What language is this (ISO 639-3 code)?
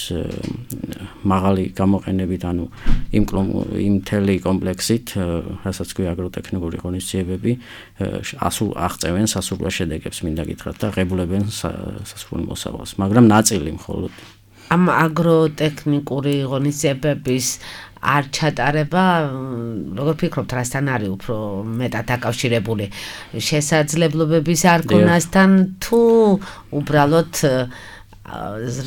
kat